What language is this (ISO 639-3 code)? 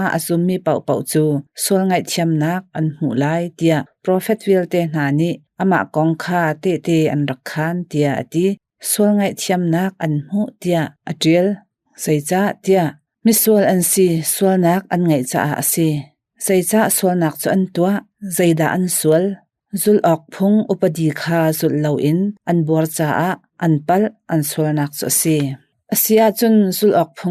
cnh